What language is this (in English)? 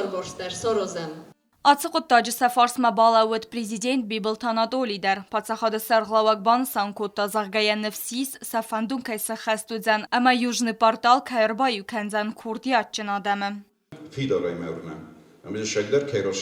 Ossetic